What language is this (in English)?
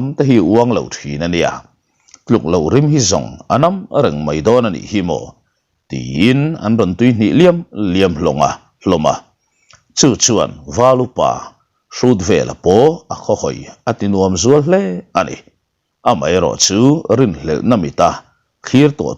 Mizo